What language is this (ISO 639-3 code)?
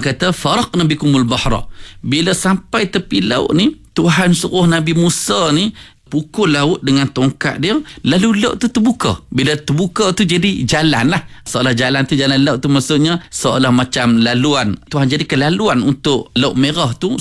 msa